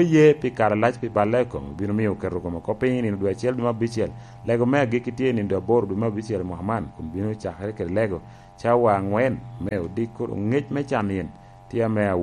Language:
Lango (Uganda)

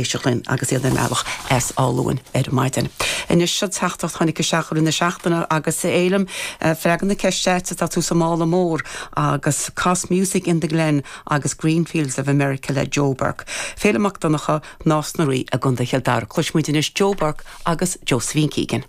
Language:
Irish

